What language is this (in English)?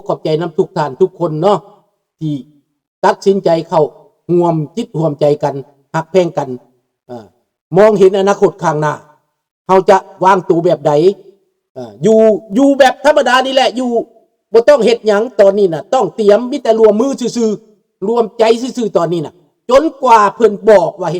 Lao